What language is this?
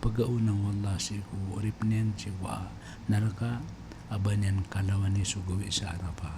Maranao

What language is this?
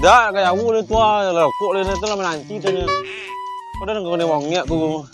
Minangkabau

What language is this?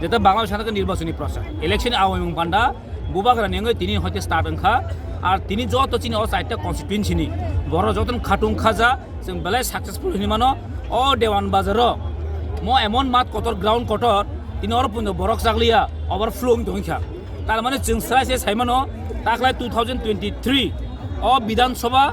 Kok Borok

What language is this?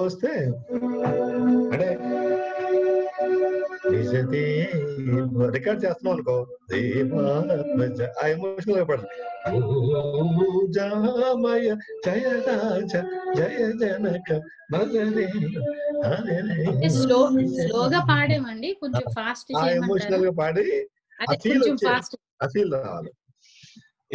Telugu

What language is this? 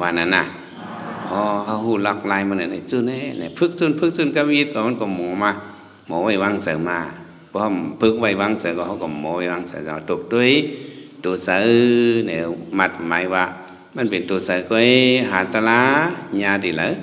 Shan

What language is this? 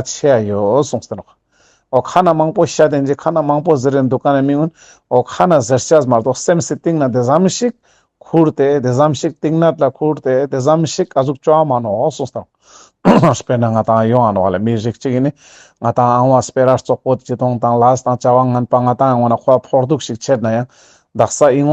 Ladakhi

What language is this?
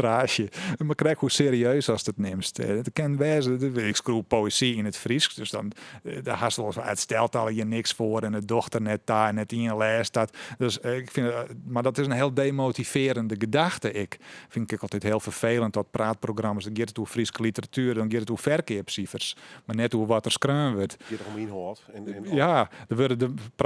Western Frisian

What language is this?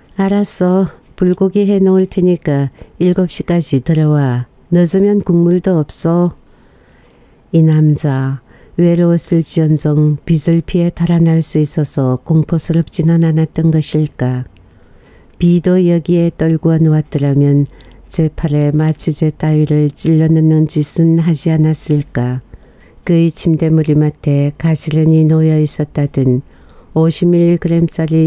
Korean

